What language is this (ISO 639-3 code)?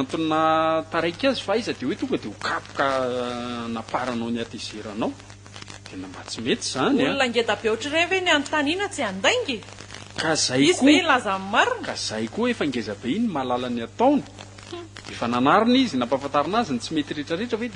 mlg